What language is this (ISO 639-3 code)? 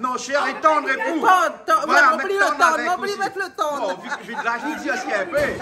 rcf